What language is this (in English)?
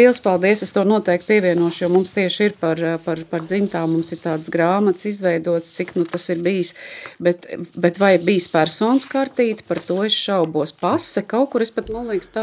Latvian